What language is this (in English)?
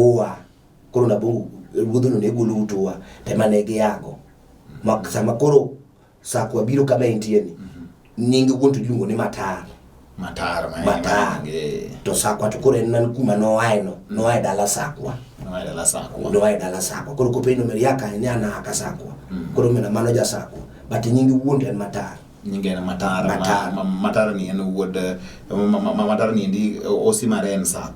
Luo (Kenya and Tanzania)